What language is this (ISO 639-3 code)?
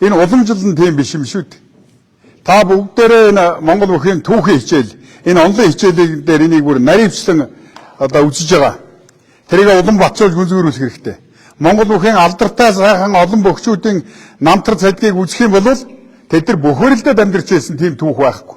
mon